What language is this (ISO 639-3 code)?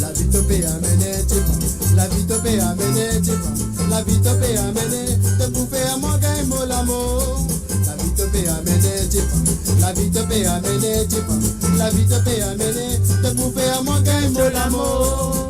mfe